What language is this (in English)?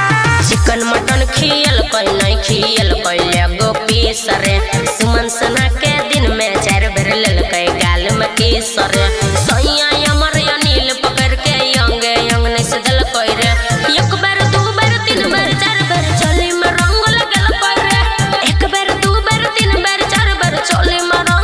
Bhojpuri